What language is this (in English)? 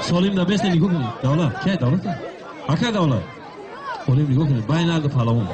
Tajik